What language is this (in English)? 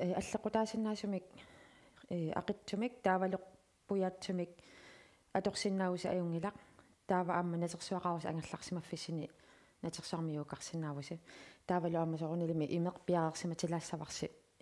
Kalaallisut